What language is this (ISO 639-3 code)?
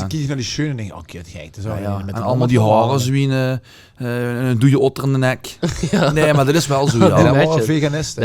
lim